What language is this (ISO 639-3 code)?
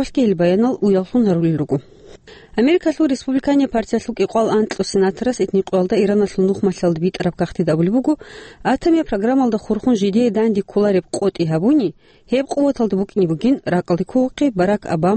ava